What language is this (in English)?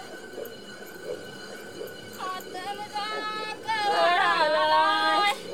Marathi